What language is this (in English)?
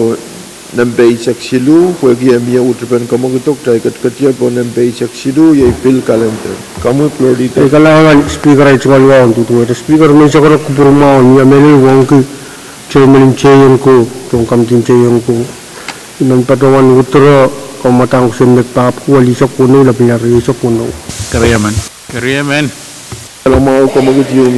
Pohnpeian